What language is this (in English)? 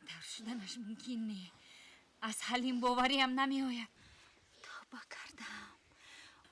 Tajik